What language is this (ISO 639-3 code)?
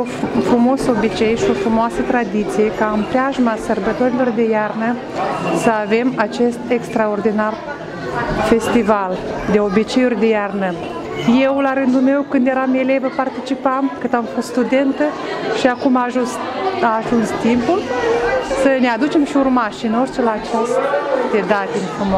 ron